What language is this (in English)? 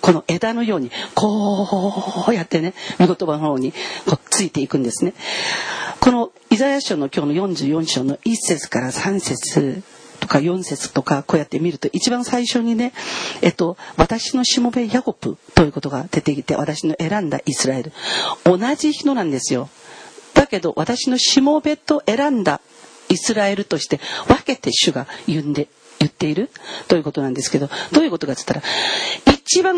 Japanese